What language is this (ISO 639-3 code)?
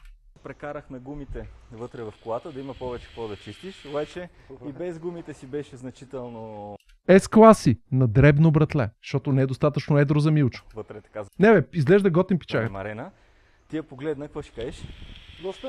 bul